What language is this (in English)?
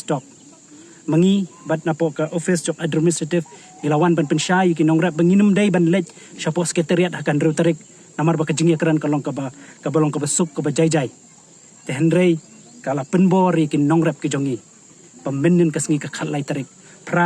Khasi